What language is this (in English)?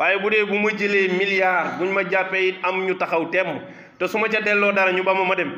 Wolof